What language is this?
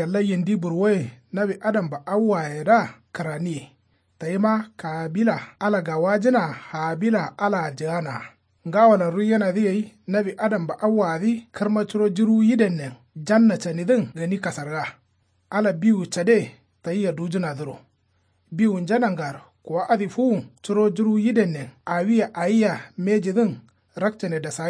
Kanuri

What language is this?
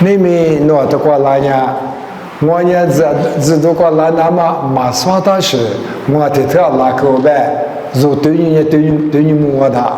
Lisu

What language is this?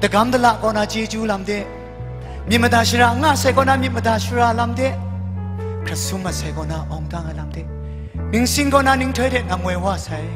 Kachin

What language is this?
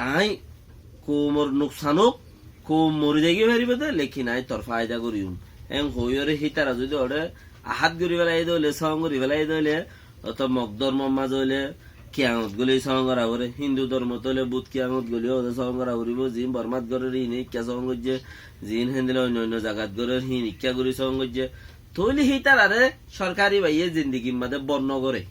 Rohingya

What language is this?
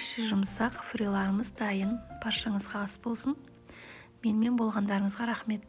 Kazakh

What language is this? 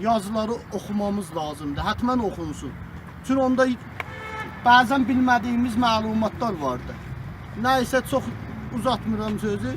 South Azerbaijani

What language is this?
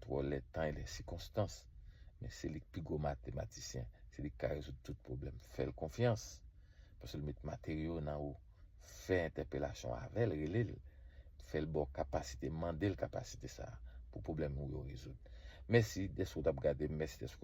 Haitian Creole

